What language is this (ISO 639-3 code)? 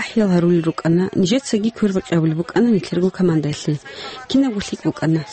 ava